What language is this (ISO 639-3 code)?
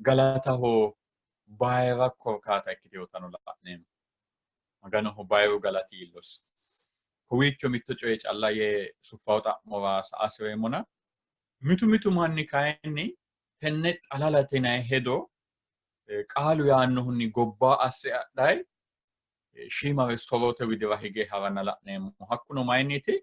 sid